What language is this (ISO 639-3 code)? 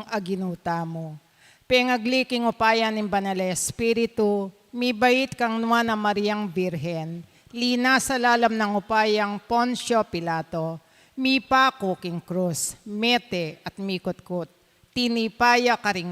pam